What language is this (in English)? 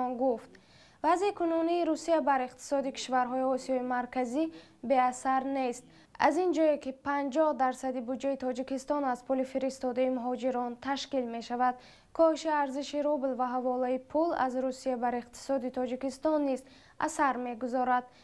Tajik